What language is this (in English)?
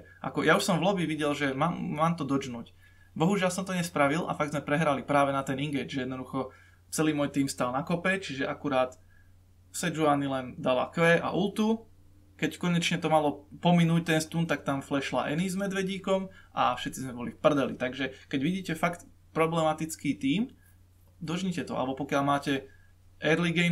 Slovak